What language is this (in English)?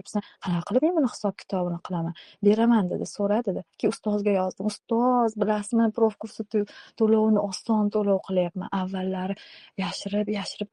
Uzbek